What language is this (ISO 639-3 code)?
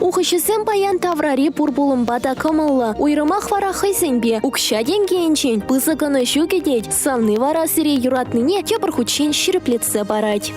chv